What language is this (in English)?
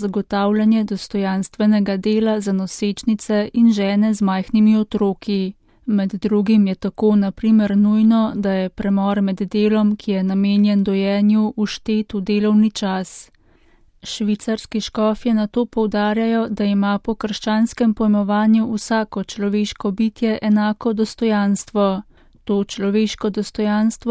Slovenian